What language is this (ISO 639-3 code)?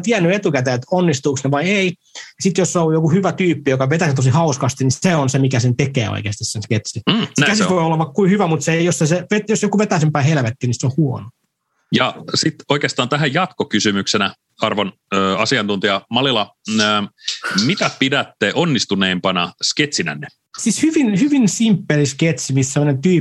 fin